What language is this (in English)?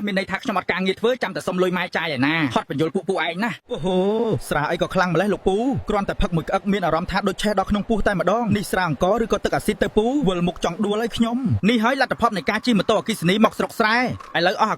Khmer